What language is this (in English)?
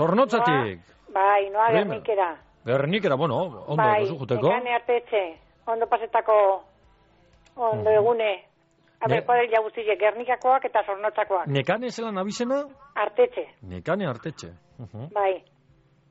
Basque